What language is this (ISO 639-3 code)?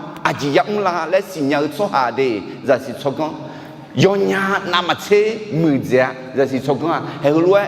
ahk